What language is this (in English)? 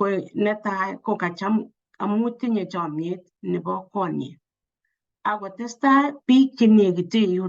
Kalenjin